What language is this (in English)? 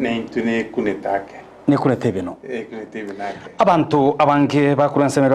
Gusii